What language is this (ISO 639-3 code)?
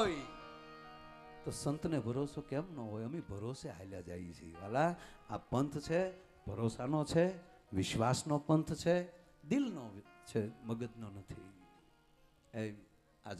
guj